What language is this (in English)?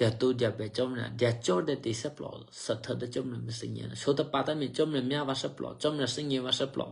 Eastern Kayah